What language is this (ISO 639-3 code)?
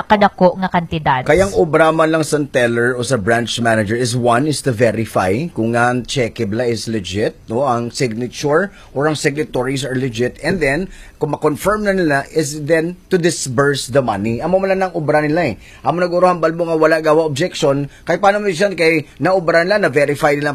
hil